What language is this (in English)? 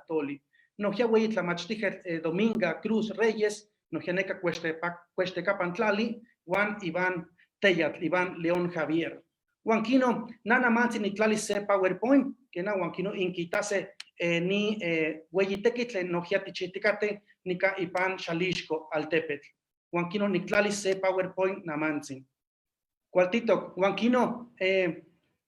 Eastern Huasteca Nahuatl